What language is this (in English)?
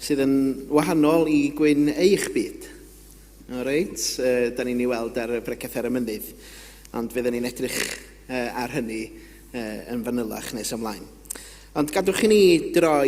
Welsh